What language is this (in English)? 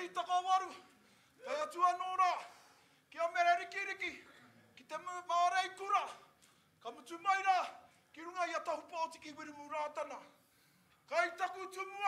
Māori